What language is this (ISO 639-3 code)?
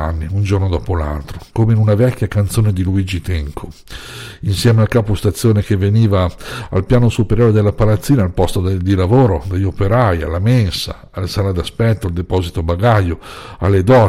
ita